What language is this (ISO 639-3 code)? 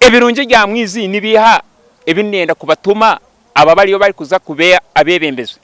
nyn